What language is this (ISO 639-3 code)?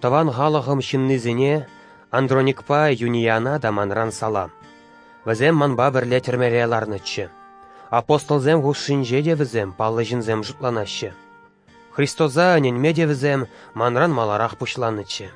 chv